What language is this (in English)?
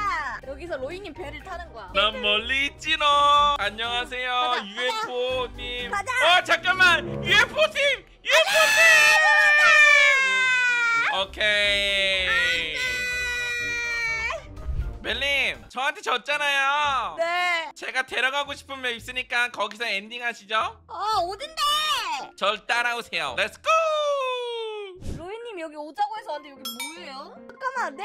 Korean